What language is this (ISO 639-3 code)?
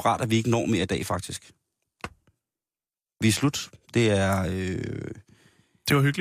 dan